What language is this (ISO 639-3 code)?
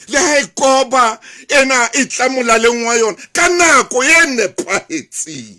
sot